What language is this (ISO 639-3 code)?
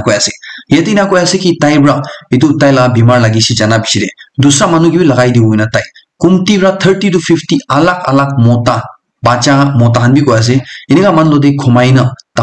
nag